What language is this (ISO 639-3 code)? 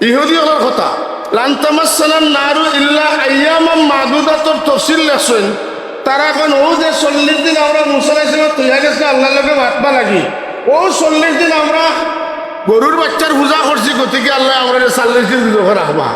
syl